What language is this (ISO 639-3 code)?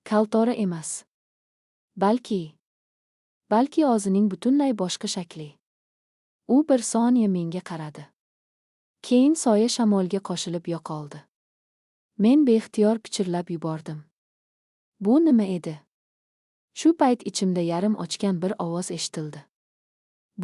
uzb